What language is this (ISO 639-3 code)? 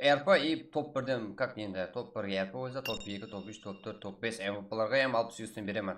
kaa